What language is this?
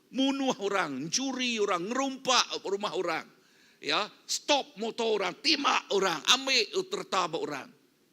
Iban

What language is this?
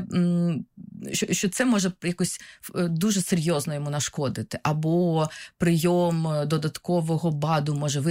Ukrainian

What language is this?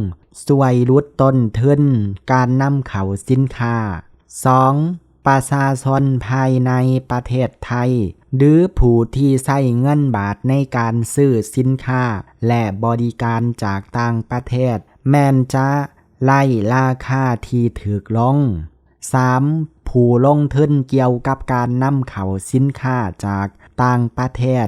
Lao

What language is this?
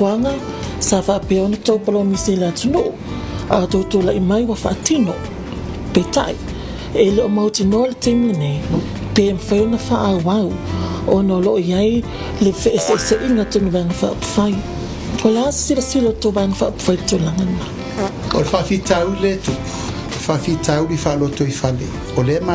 Samoan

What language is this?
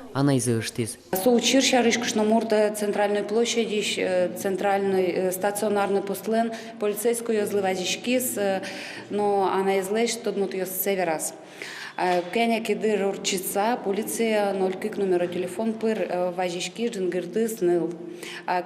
Udmurt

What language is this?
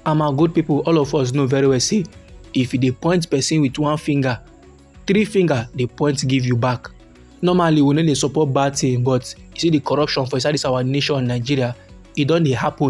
Nigerian Pidgin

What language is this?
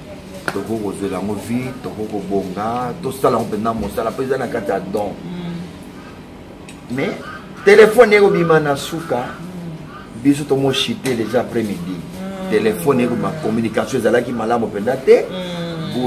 Lingala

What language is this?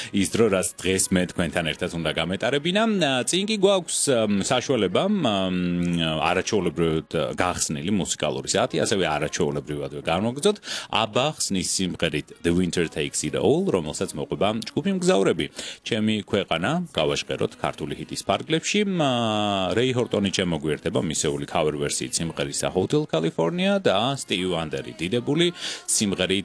Georgian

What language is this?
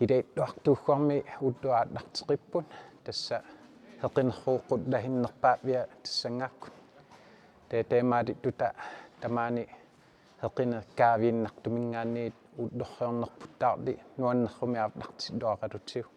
Kalaallisut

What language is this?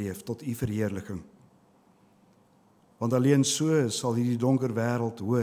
Afrikaans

